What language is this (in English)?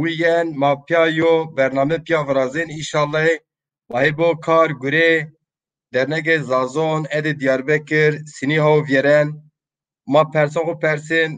Zaza